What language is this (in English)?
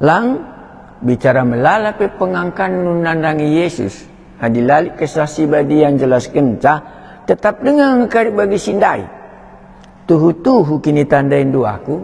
Batak Karo